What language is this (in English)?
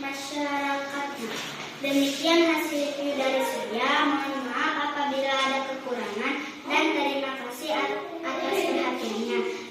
Sundanese